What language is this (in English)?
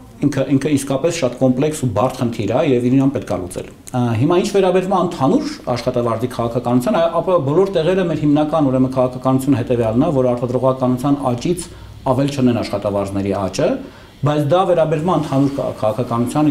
Armenian